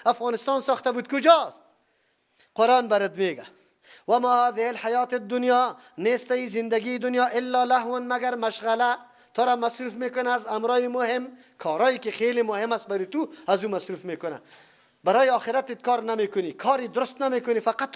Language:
Persian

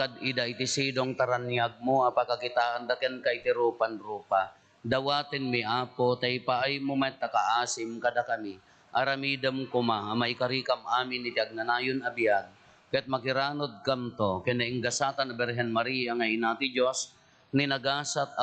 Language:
Iloko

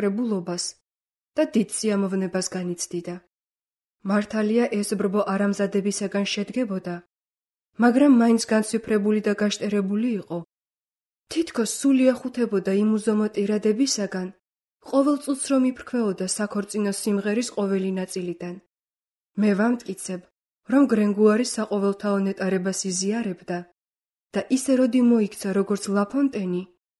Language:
Georgian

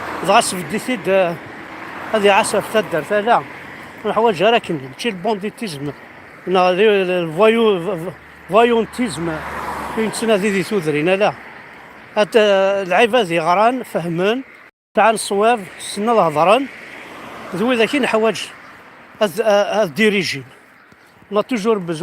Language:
Kabyle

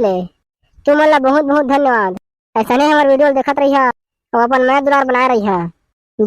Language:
Chhattisgarhi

